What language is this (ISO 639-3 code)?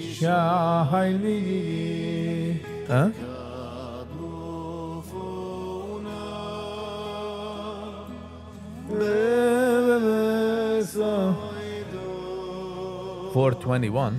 yid